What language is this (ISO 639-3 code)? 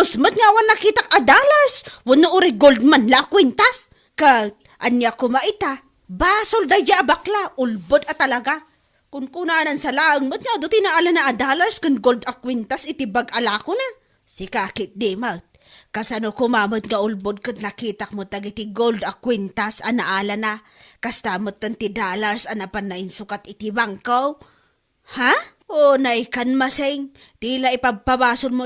ilo